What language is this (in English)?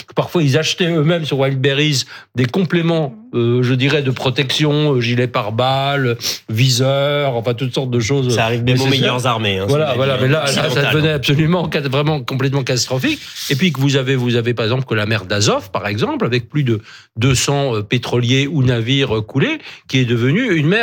French